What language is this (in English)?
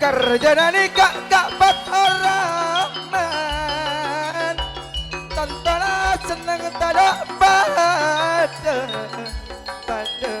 Madurese